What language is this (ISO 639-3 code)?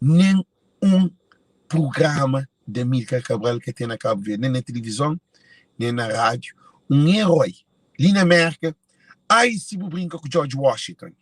kea